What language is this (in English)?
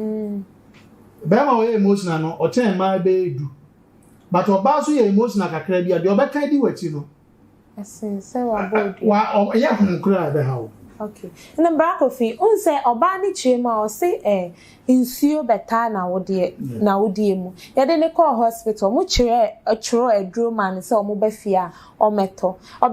Akan